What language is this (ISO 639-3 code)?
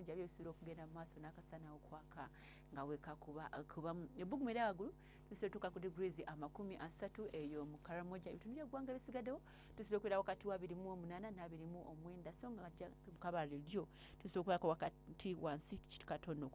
lug